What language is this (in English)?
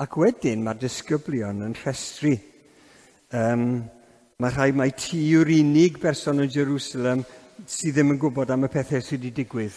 Welsh